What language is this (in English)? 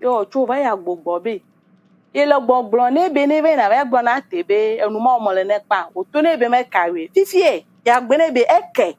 Ewe